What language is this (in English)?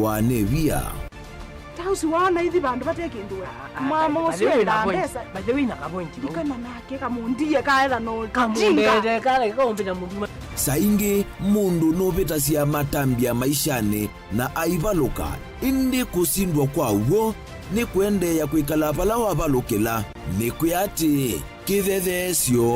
Kamba